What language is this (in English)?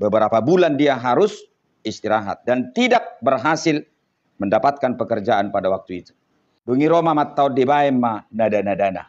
Batak Toba